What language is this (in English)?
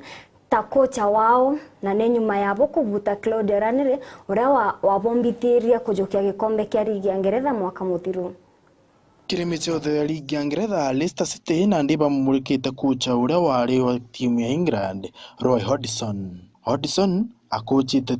Meru